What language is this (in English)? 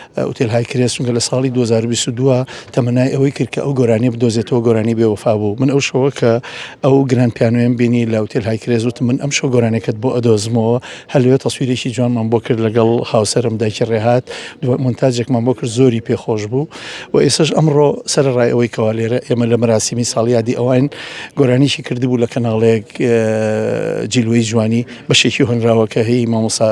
Central Kurdish